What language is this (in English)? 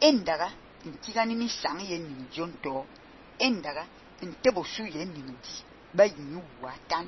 Fang